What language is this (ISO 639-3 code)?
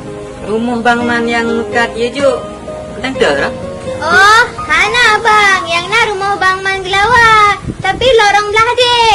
ace